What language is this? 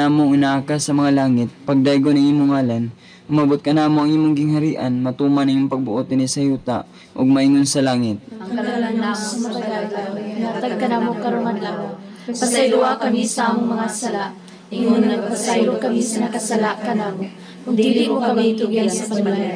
Cebuano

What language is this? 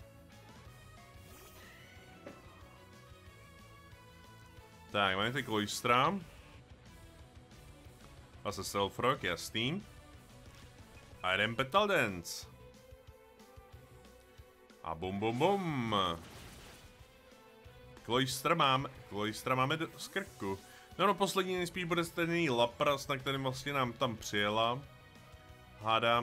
Czech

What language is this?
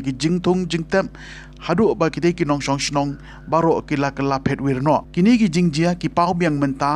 Khasi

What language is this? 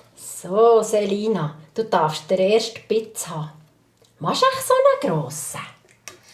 Swiss German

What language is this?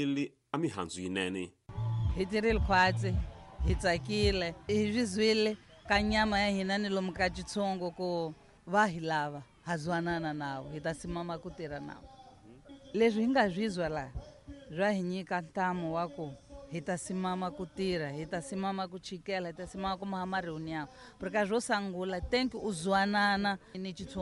Tsonga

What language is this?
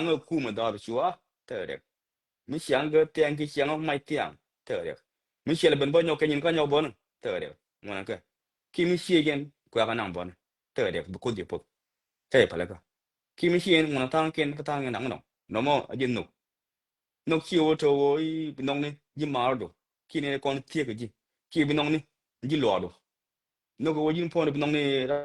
Nuer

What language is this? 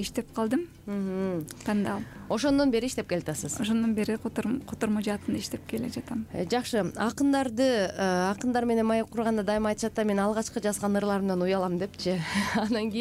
Kyrgyz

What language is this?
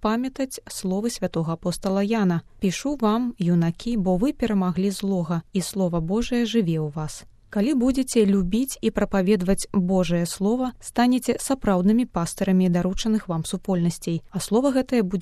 Belarusian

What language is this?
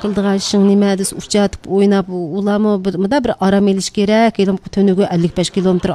Uyghur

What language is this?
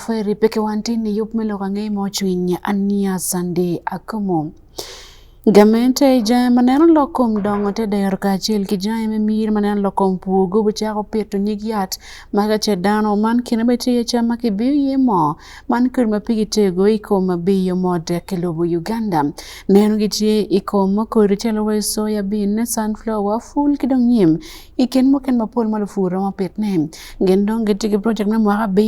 Acoli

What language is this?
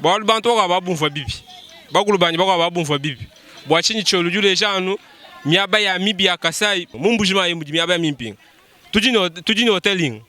Luba-Lulua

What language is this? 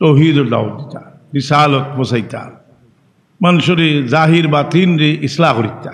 Sylheti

